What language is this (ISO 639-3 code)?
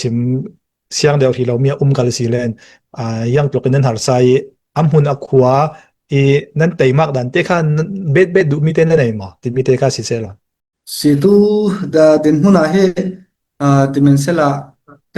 cfm